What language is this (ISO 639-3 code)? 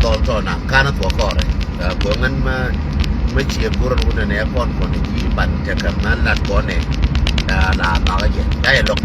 nus